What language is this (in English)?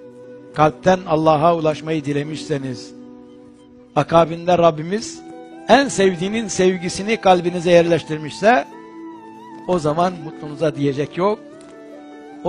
Turkish